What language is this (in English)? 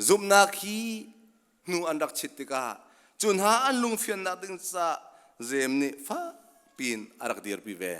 Hakha Chin